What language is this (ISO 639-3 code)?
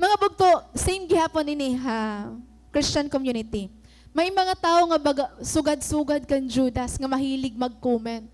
war